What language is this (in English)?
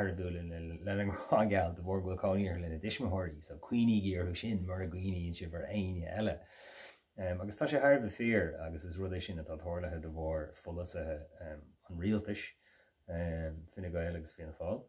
Irish